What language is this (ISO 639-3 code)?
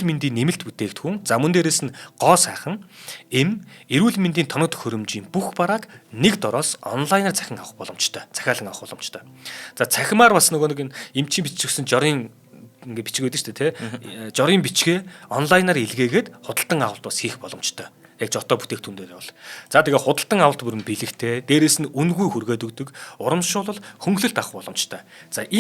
mon